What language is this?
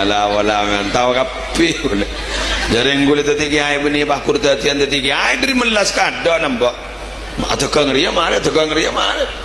Madurese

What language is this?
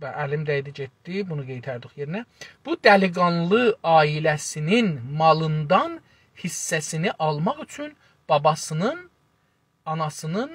South Azerbaijani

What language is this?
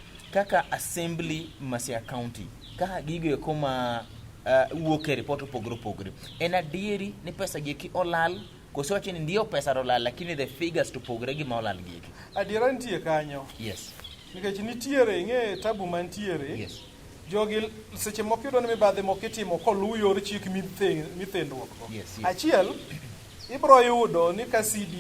Luo (Kenya and Tanzania)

